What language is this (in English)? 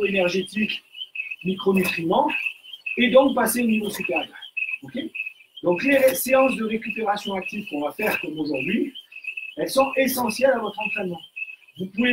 French